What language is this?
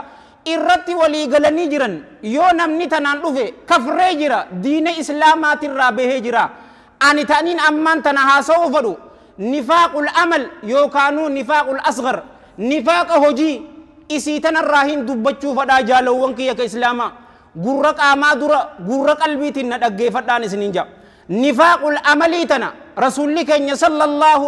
Oromo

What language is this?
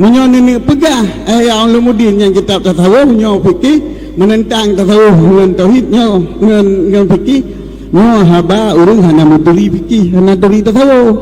Achinese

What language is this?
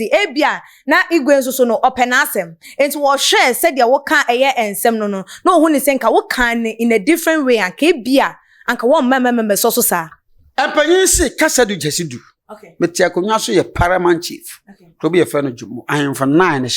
Akan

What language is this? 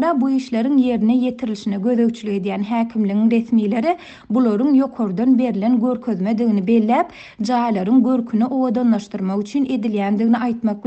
Turkmen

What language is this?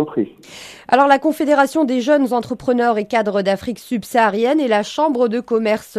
French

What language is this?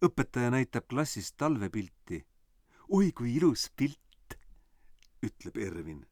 Estonian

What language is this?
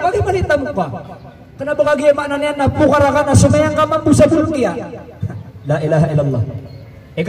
Maranao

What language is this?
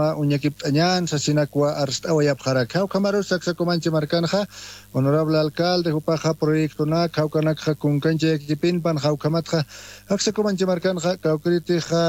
Aymara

